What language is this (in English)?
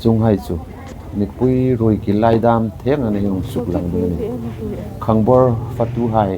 Hmar